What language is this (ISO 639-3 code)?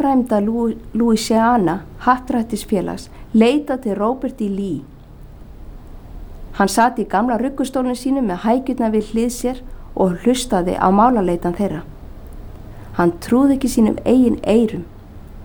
isl